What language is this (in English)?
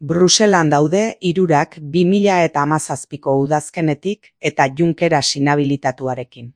Basque